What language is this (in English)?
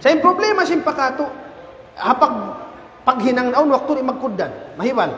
Tausug